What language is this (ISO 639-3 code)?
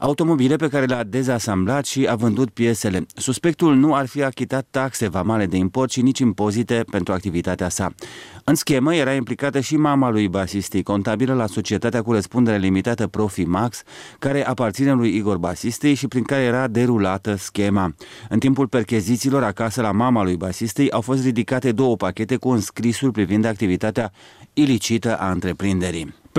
ron